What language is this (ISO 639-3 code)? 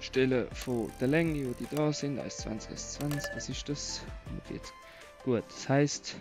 gsw